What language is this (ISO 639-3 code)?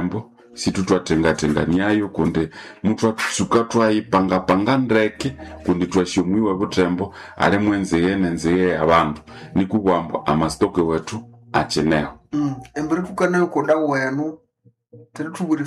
nnb